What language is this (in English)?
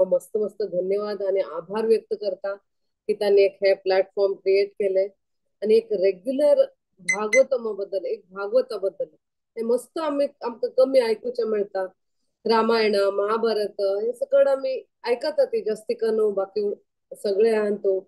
Konkani